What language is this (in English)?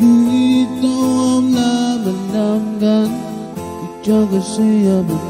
Pohnpeian